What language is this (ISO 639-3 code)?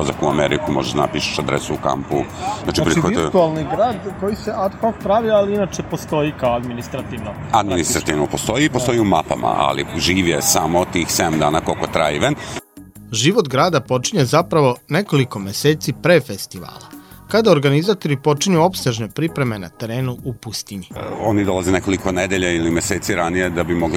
srp